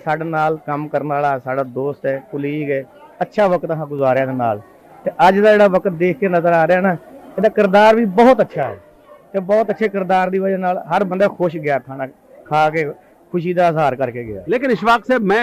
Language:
Saraiki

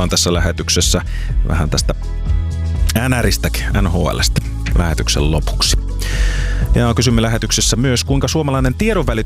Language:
Finnish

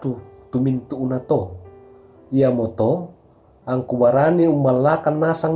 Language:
Toraja-Sa'dan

